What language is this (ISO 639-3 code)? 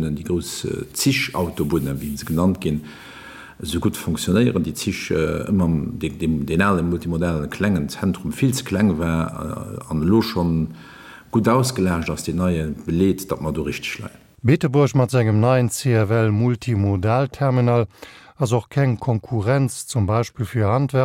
ltz